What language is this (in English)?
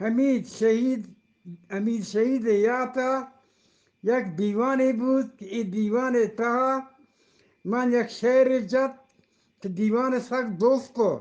Eastern Balochi